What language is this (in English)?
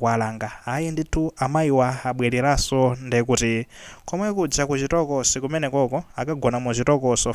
Nyanja